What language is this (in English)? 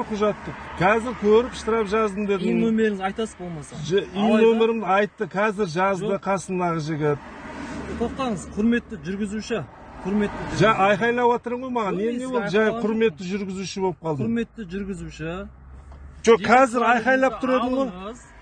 Kazakh